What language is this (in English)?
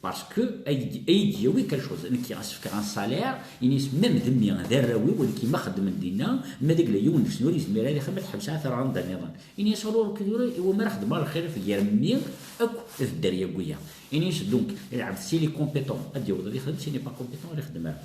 Kabyle